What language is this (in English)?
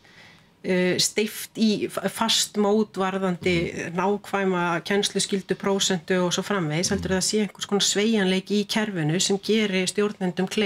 Icelandic